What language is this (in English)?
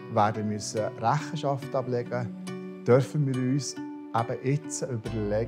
Swiss German